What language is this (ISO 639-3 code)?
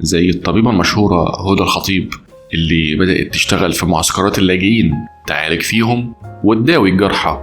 arz